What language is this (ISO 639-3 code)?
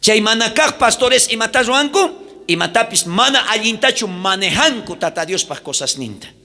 quh